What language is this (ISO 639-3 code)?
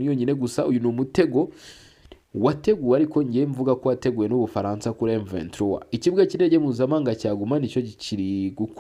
kin